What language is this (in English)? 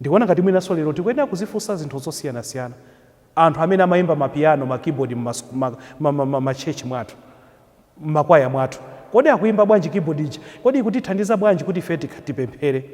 Nyanja